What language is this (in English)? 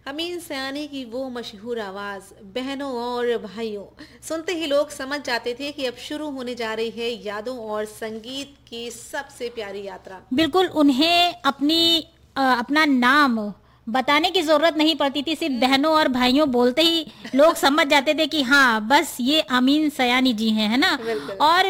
Hindi